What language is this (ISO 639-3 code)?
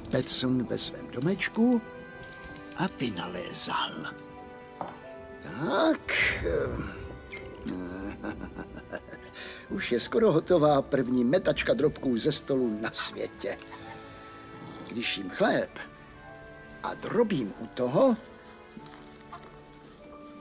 ces